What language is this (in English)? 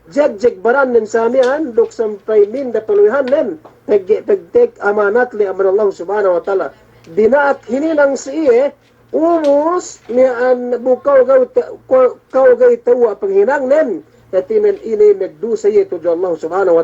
Yakan